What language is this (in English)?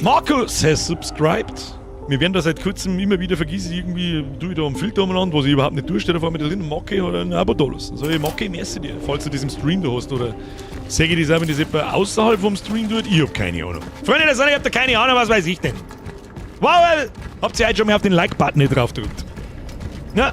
Bavarian